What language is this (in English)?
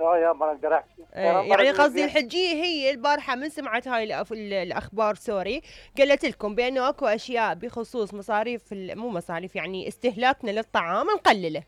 Mesopotamian Arabic